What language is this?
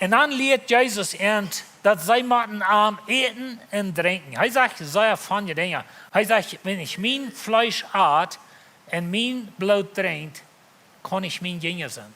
Plautdietsch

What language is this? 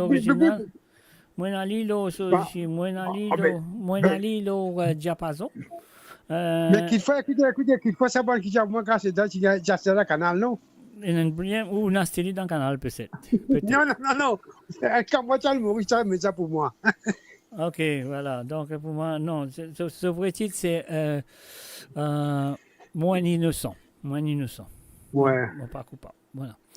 Morisyen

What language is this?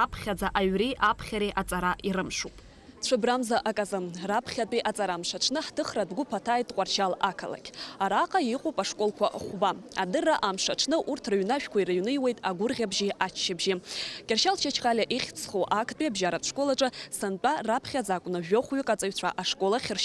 Abkhazian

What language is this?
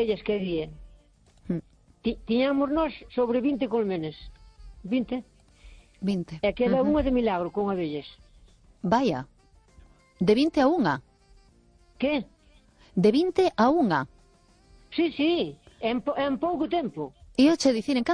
Galician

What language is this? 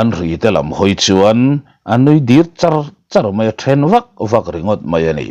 Mizo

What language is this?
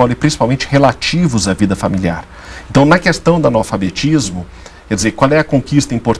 Portuguese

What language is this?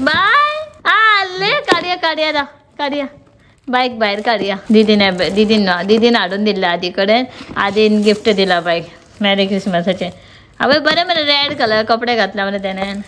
Konkani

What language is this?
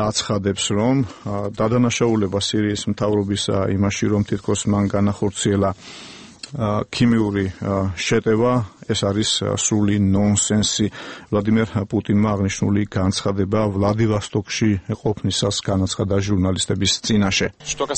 Georgian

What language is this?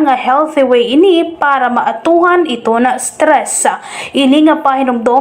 Waray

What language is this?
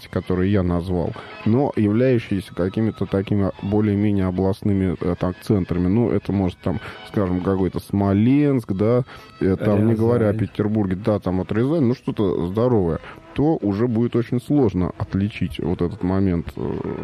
Russian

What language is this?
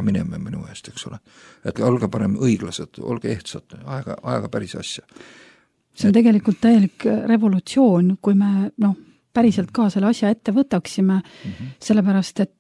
Estonian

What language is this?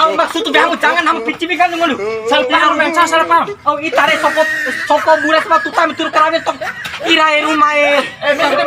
Bima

